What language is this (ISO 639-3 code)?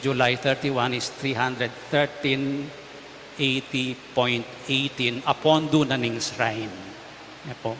pam